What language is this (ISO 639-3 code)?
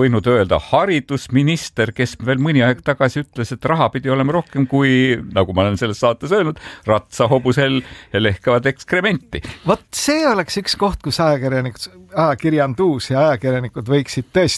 est